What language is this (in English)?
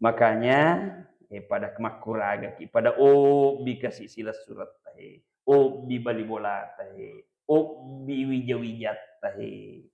Buginese